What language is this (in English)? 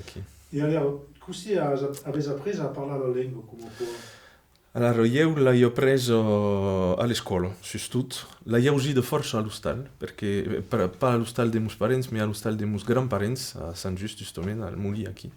Occitan